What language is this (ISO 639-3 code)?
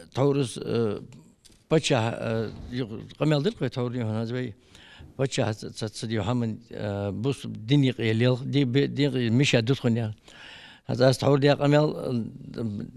inh